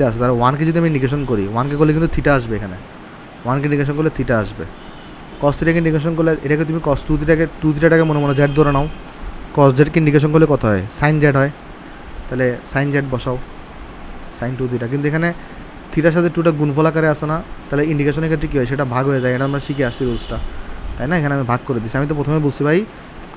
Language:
Bangla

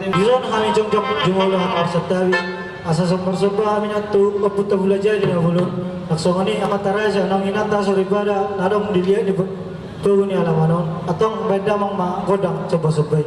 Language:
Batak Toba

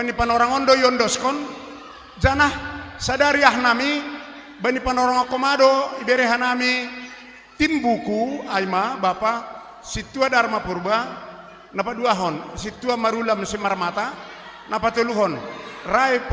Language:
Batak Simalungun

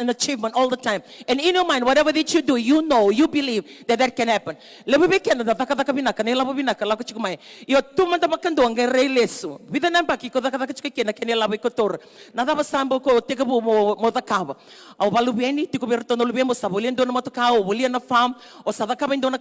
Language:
Fijian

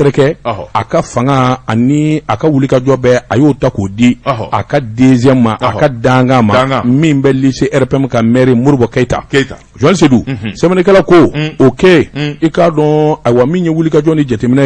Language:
Bambara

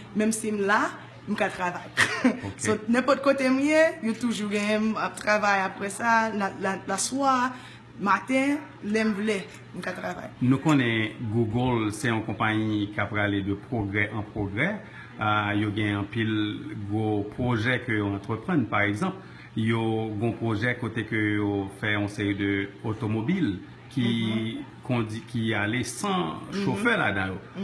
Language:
Haitian Creole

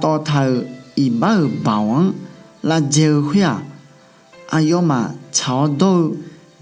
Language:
Akha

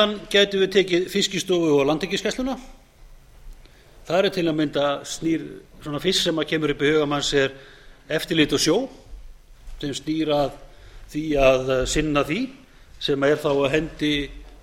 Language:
Icelandic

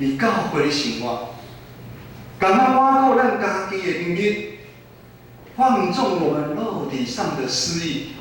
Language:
Min Nan Chinese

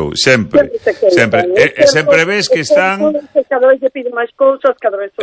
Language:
Galician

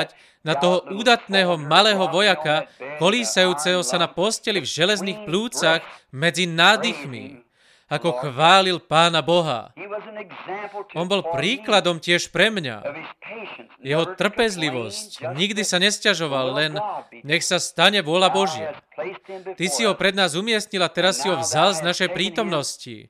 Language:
Slovak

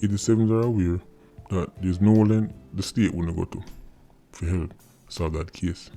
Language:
Jamaican Creole English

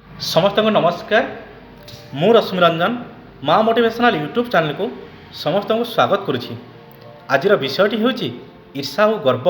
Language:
Odia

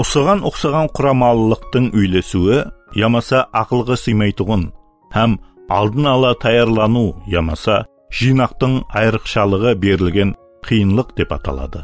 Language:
Kara-Kalpak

